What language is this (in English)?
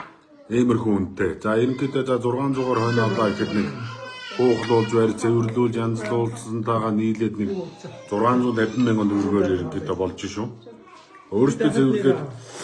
Mongolian